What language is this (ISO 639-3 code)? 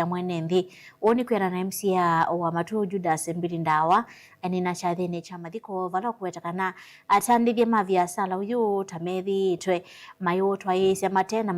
kam